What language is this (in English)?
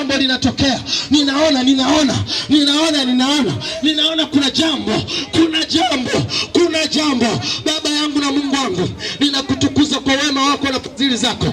Swahili